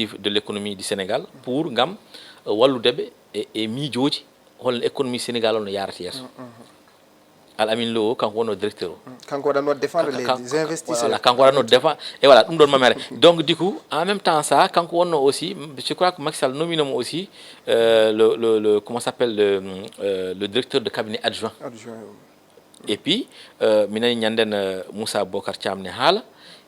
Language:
Fula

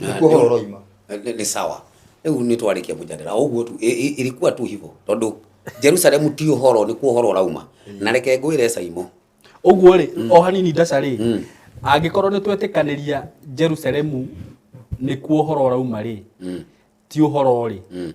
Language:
Kikuyu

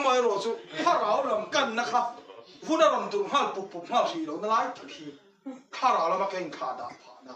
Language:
Mizo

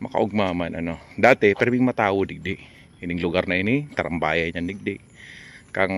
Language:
Bikol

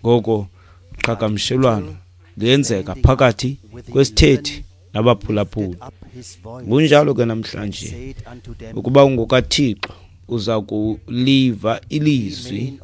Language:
Xhosa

